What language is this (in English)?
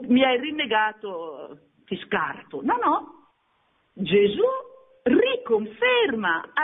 Italian